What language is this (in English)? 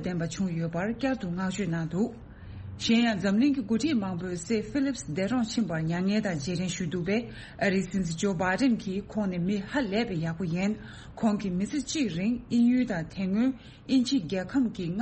Tibetan